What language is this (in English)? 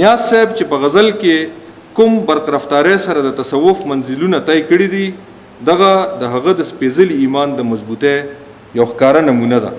Pashto